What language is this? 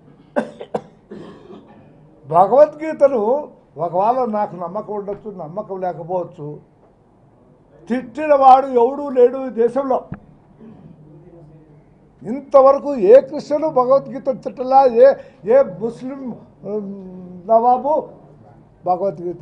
Telugu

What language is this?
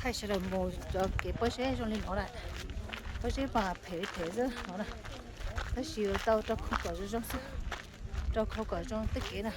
Hmong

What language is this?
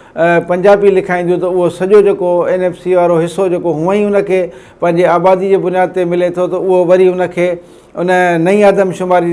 Sindhi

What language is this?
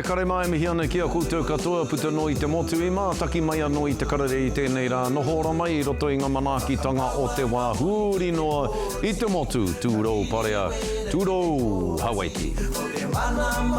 Māori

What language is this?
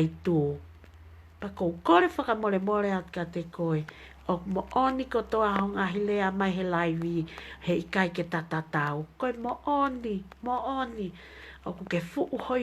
Tongan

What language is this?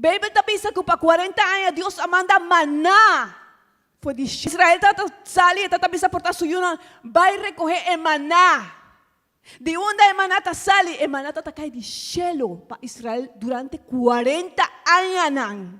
Papiamento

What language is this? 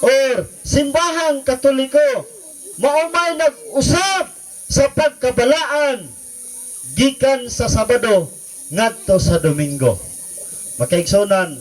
Cebuano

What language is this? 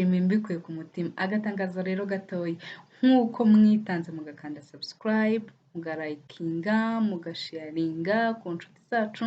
Kinyarwanda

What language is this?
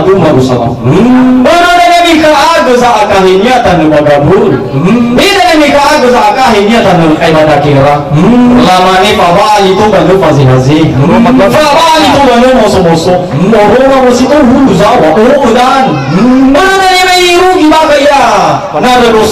Nias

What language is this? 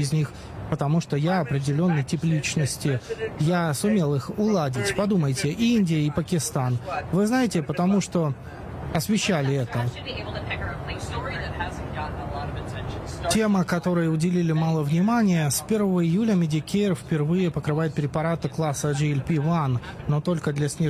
Russian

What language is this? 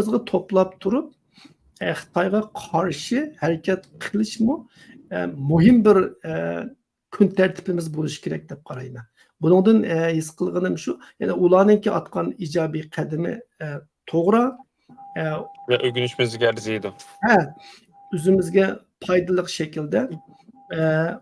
Uyghur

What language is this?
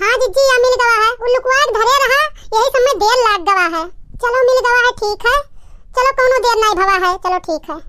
Awadhi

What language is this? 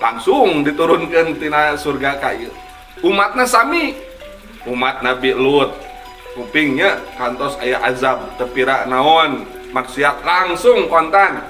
Sundanese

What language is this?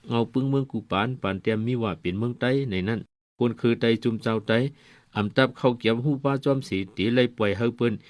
Shan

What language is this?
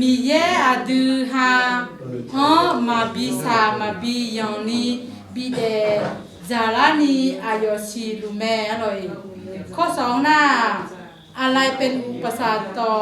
Akha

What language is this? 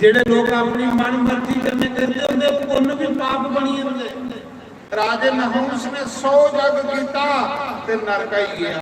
Dogri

